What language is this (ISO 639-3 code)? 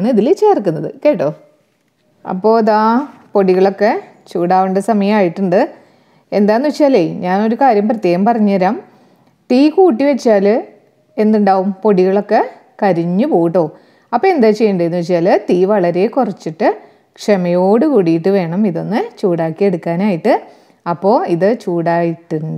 mal